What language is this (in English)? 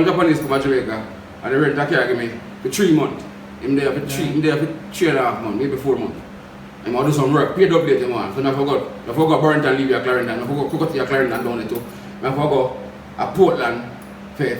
Jamaican Creole English